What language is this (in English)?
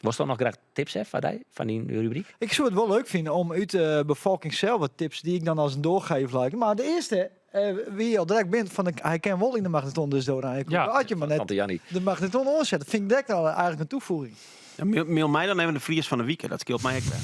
Western Frisian